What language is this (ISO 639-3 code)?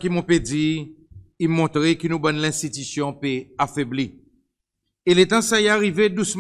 crs